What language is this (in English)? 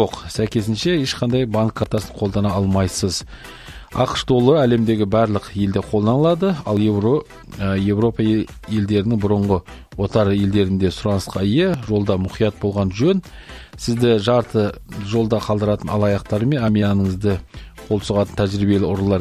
Kazakh